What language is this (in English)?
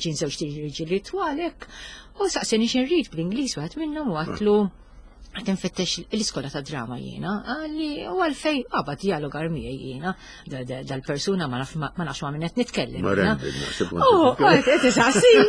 Maltese